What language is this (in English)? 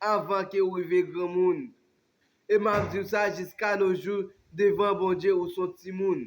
Haitian Creole